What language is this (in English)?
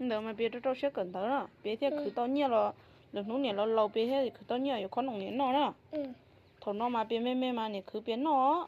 Hmong